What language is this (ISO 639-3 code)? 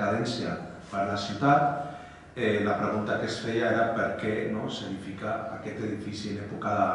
cat